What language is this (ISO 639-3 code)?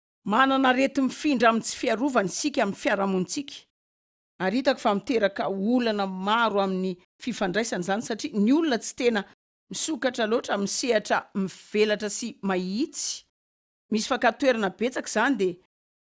mlg